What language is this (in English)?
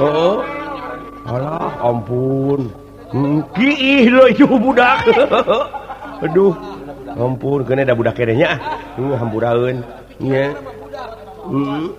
Sundanese